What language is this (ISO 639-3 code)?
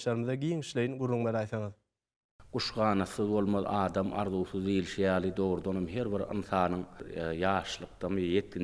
tuk